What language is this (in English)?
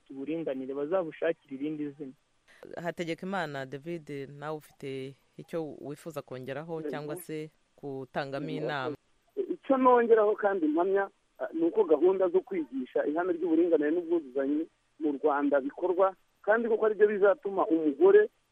Kinyarwanda